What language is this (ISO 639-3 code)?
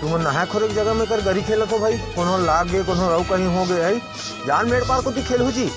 hne